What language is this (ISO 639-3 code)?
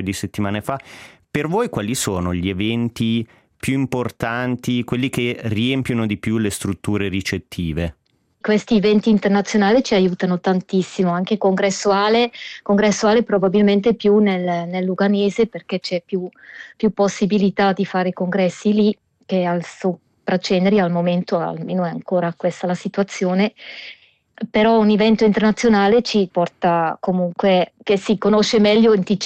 ita